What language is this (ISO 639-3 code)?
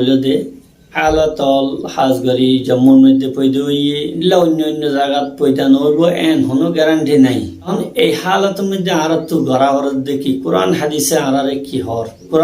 rhg